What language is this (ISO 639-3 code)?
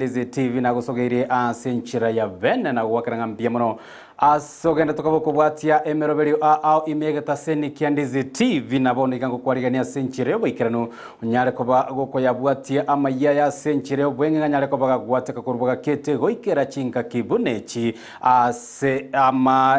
guz